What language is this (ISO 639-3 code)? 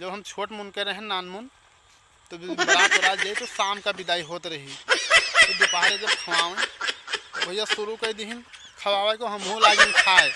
awa